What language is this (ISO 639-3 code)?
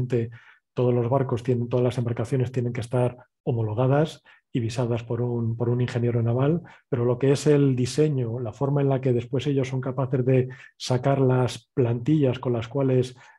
spa